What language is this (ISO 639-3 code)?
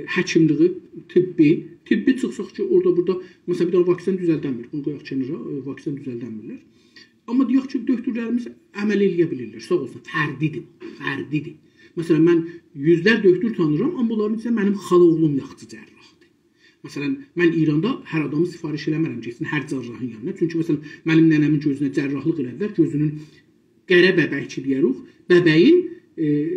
azb